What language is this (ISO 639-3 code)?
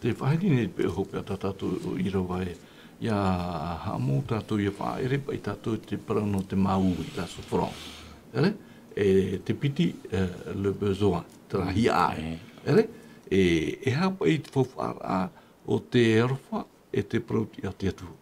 tah